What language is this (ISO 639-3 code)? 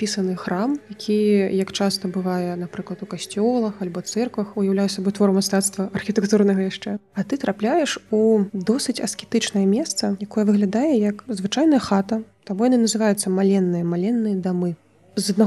bel